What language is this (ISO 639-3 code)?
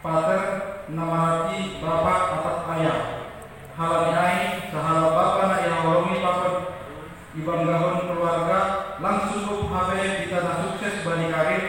bts